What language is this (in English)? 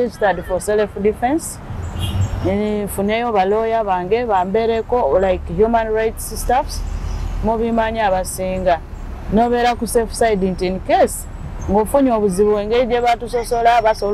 Ganda